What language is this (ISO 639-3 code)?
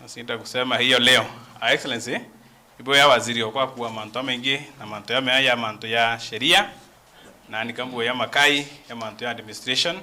mer